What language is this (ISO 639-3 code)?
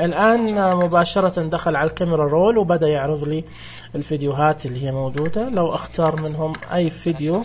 ars